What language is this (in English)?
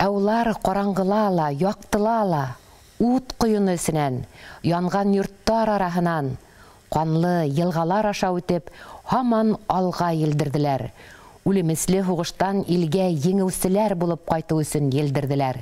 Bashkir